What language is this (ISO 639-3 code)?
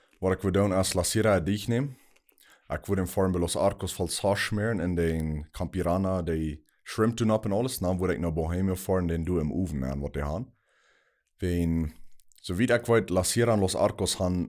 pdt